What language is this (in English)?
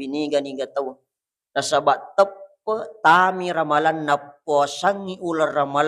Buginese